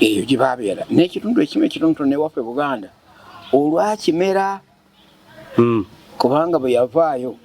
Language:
Ganda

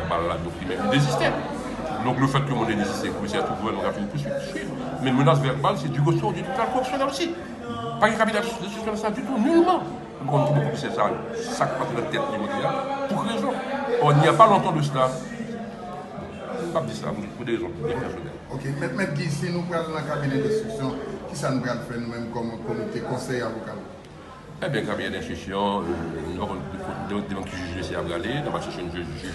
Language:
Haitian Creole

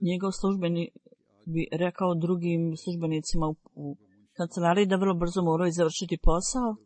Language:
Bosnian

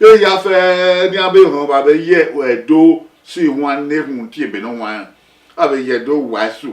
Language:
Bini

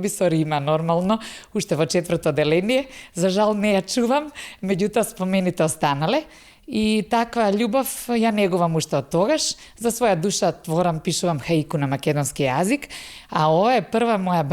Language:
Macedonian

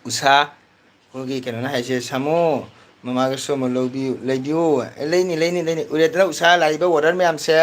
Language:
Manipuri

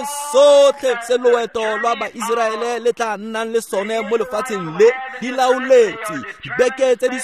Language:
Tswana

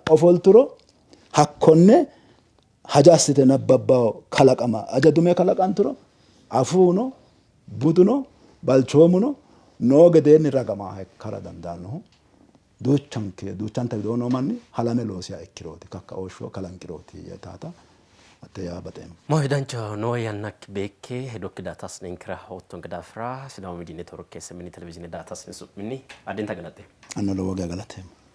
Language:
Sidamo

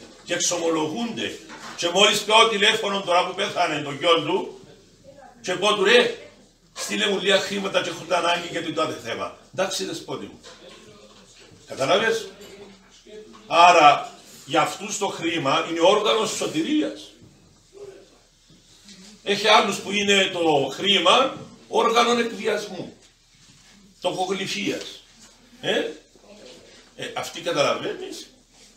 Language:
Greek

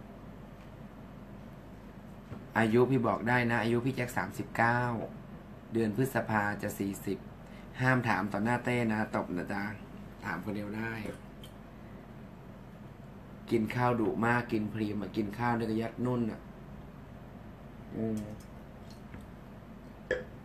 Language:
Thai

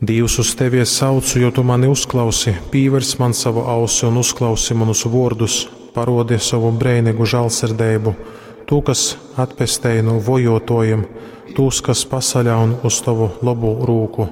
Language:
Latgalian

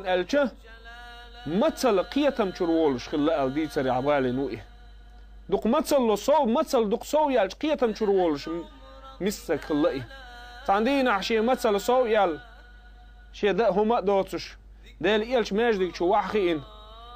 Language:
Chechen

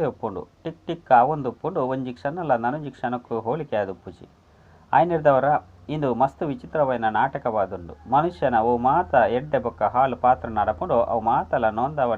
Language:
Tulu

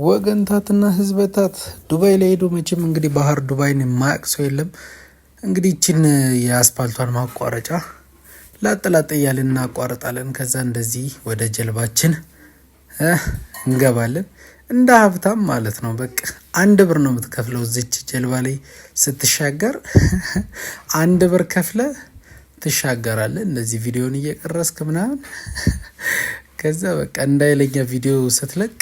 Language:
Amharic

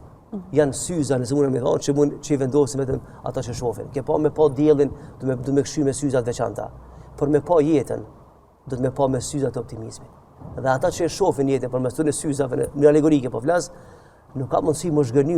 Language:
Albanian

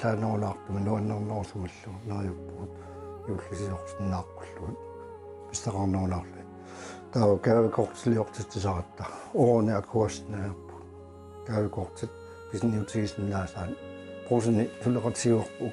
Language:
Kalaallisut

